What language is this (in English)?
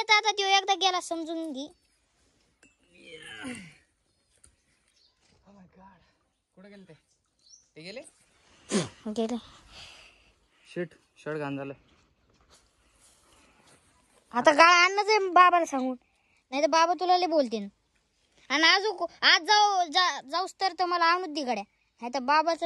Marathi